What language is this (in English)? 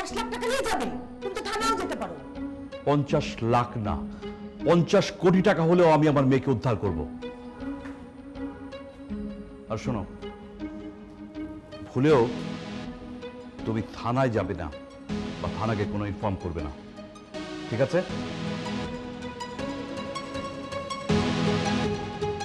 Bangla